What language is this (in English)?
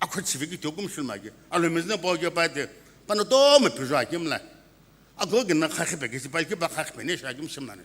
Sumi Naga